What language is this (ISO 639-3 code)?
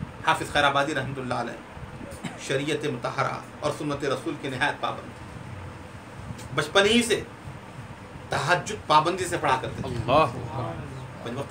urd